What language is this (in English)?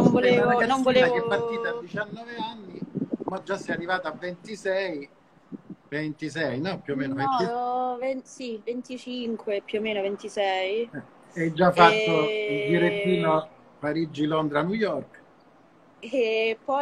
Italian